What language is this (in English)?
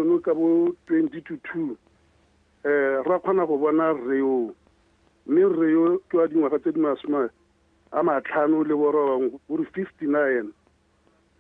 Tswana